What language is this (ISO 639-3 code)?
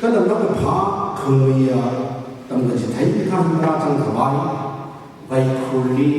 nmf